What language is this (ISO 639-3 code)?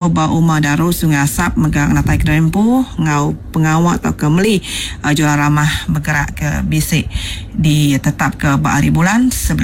iba